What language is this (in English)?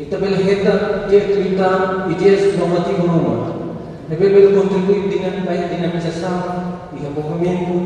Tetum